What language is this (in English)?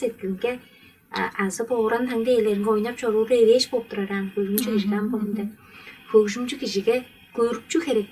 Tuvinian